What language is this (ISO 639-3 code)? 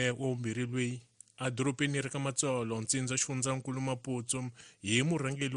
tso